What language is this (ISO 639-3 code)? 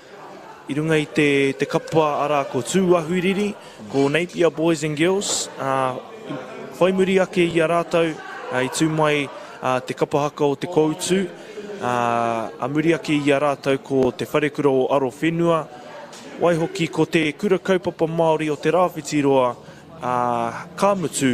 mri